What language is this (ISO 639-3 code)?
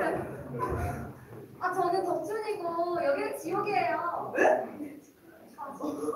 kor